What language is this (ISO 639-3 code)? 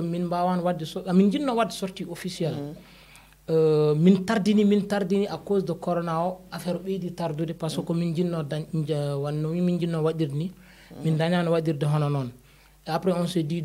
ful